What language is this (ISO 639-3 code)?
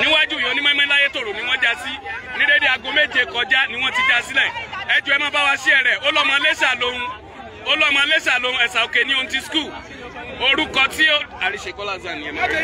yor